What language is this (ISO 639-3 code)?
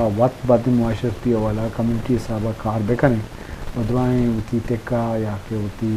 bgp